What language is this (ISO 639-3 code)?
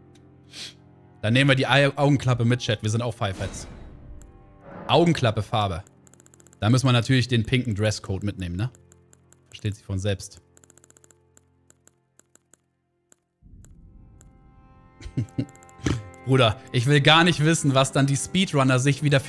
deu